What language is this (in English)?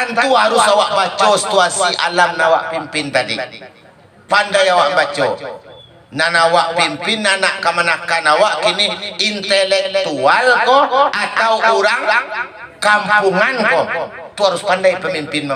Minangkabau